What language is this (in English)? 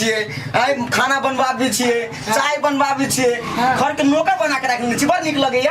Maithili